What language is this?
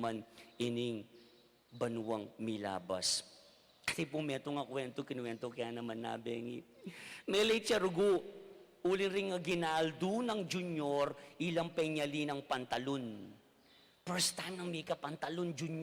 Pampanga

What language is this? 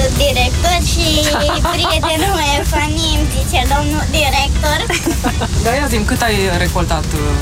Romanian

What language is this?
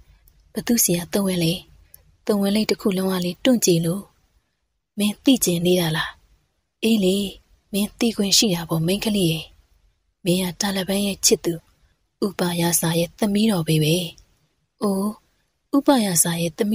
Burmese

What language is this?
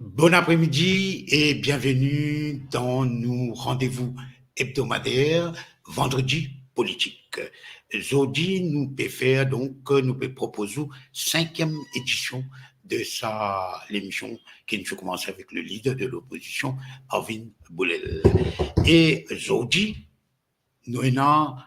Morisyen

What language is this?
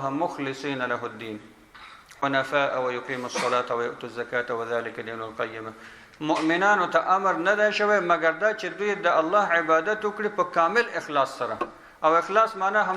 Pashto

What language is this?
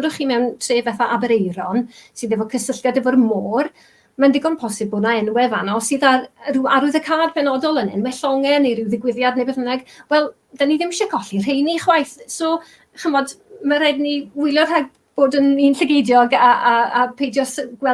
Welsh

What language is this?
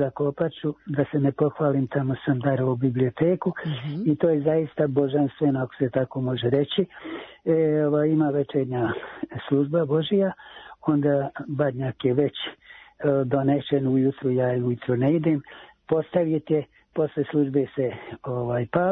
Serbian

